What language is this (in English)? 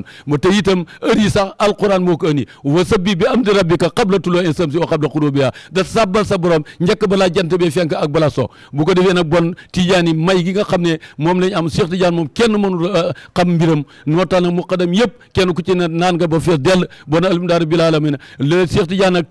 Wolof